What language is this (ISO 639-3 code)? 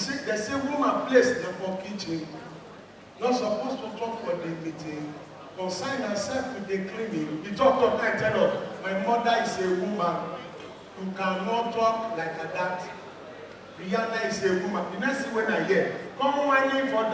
pcm